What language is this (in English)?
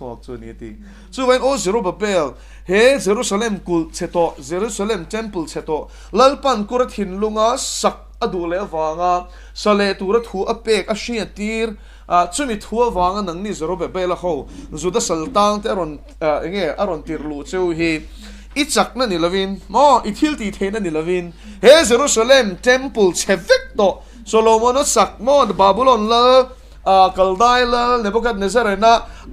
Mizo